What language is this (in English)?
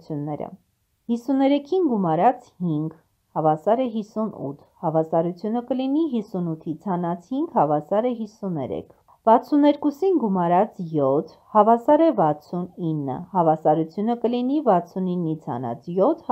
Armenian